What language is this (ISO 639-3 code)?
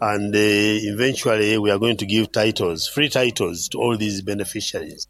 nyo